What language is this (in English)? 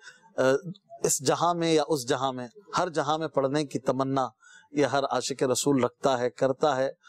Urdu